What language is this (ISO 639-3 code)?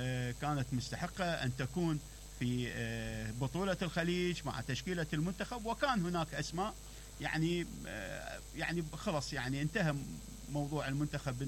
acm